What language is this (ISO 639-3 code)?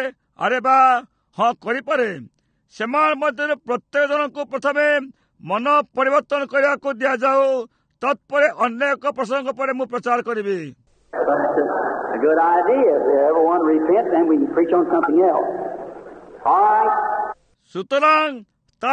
ori